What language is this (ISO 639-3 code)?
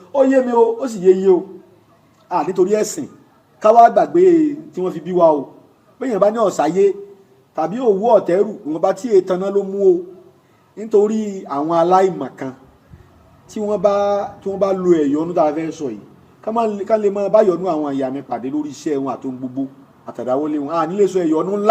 yor